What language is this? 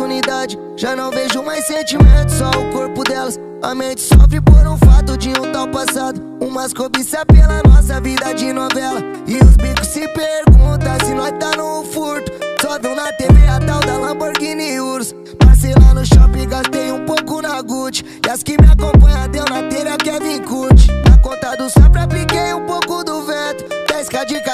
Portuguese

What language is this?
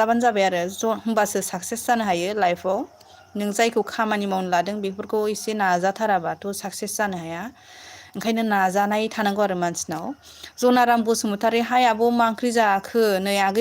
Bodo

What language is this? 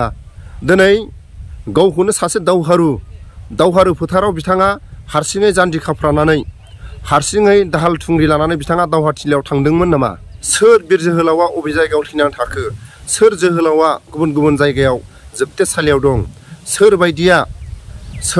Bodo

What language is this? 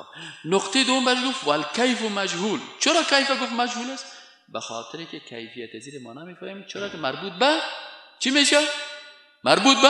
Persian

